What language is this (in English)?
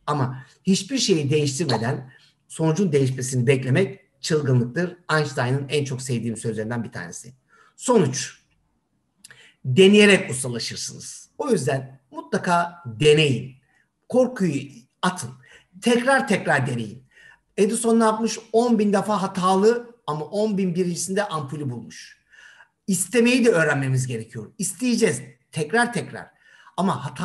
Turkish